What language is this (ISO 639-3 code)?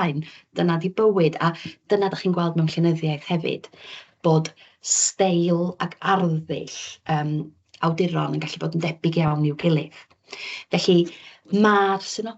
cym